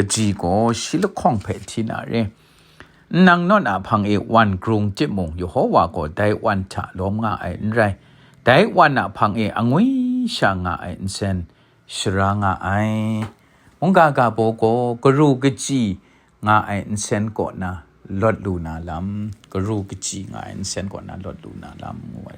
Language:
Kachin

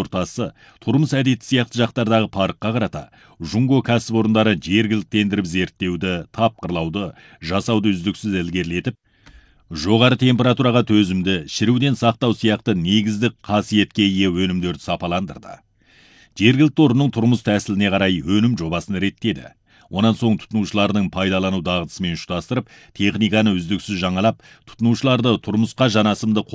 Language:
Kazakh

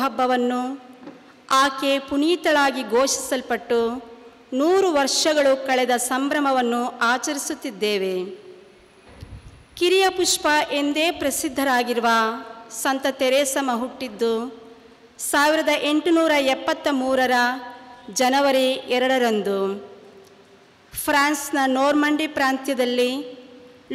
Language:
Kannada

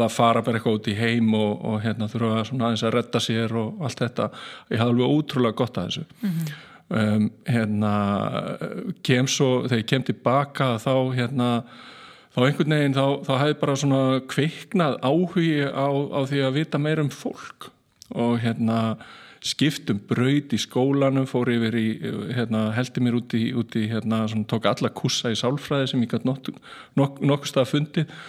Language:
Icelandic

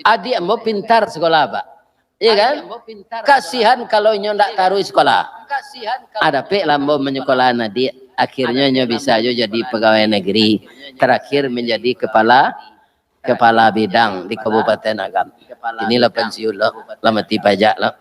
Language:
Minangkabau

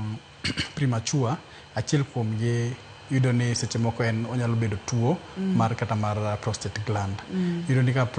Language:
Luo (Kenya and Tanzania)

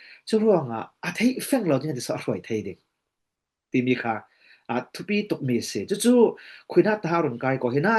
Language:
Falam Chin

